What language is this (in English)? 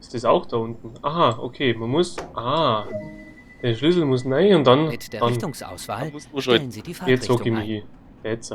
Bavarian